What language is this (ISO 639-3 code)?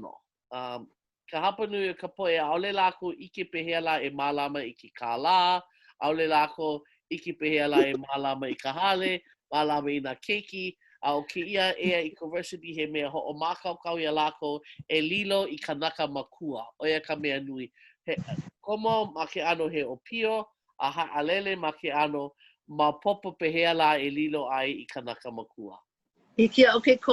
haw